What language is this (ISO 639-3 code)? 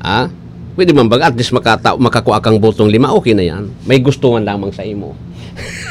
bik